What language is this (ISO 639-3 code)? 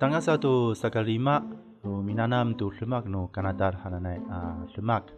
ami